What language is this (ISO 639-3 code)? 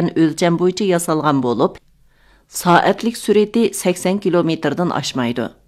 uig